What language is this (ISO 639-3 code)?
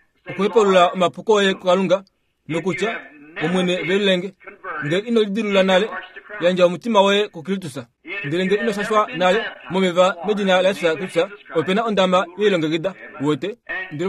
kua